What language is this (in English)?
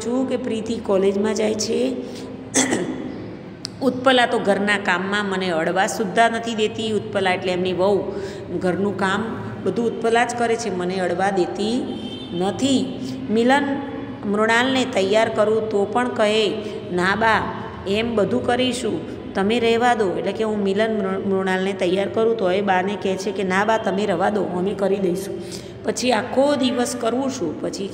Gujarati